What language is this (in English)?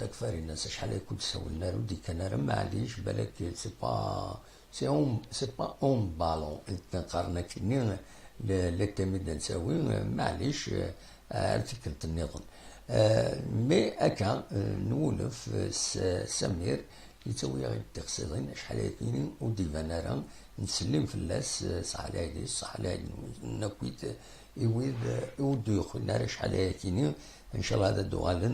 Kabyle